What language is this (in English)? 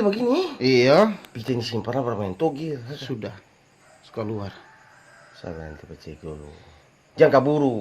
Ambonese Malay